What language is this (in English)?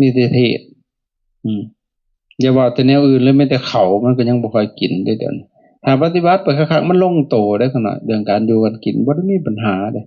Lao